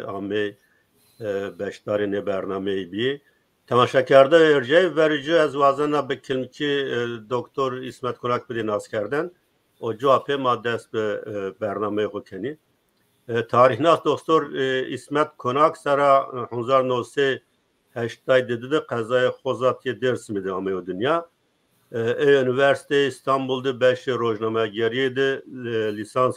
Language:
Zaza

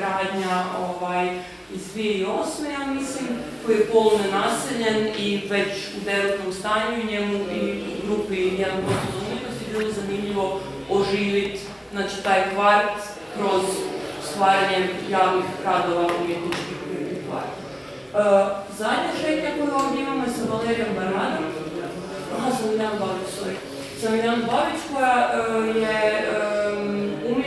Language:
Croatian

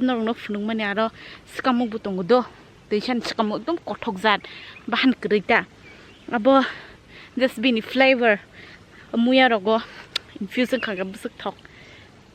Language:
Kok Borok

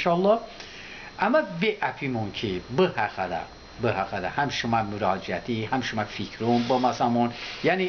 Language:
Talysh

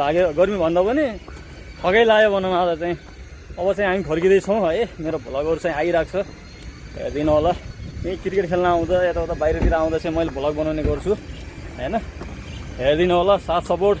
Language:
Nepali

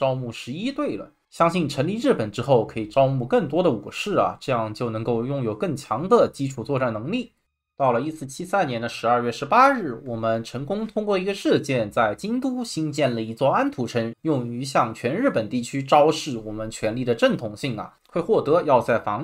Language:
Chinese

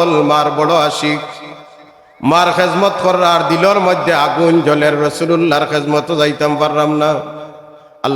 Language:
Sylheti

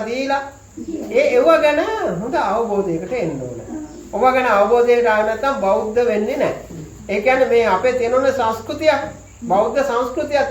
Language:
Sinhala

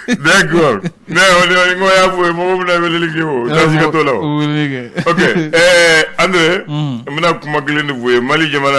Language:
Bambara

